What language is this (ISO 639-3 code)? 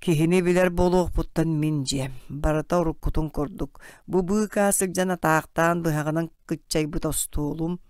sah